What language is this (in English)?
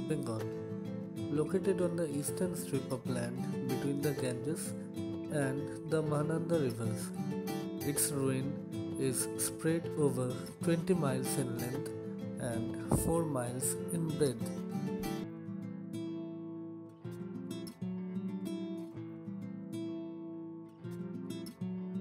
English